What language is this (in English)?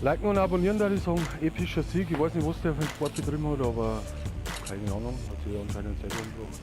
Bavarian